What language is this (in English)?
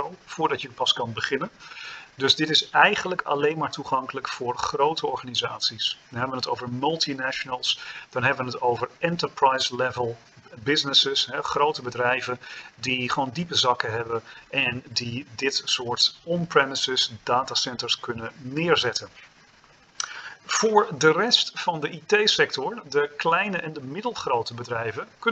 Dutch